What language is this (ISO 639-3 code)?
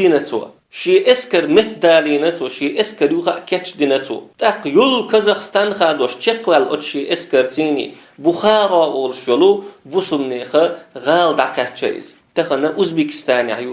che